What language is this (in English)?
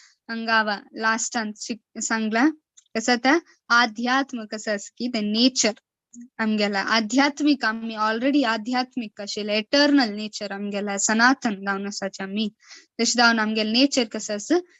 Konkani